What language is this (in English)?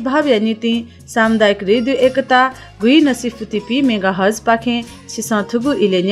Newari